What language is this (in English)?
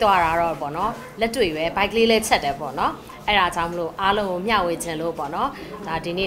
Burmese